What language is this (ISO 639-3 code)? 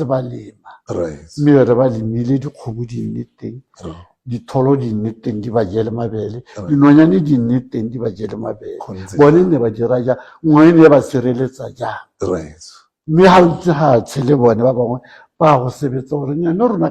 tsn